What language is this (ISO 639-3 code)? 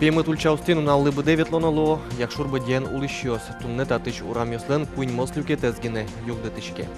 udm